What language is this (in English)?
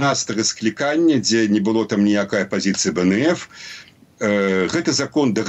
Belarusian